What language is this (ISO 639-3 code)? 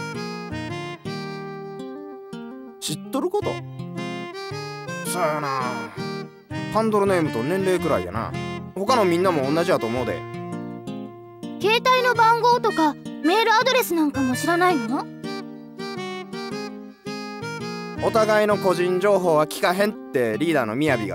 jpn